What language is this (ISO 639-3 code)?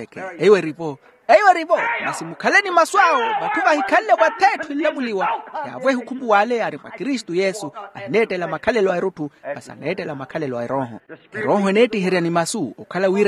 vmw